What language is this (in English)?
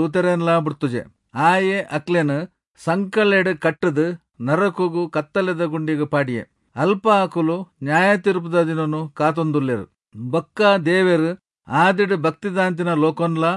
Tulu